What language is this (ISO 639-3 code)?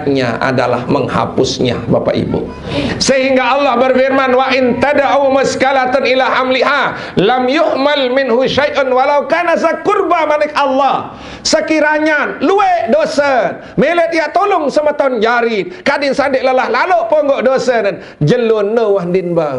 sas